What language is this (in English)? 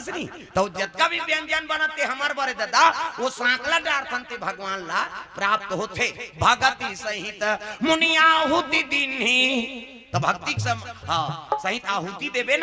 Chhattisgarhi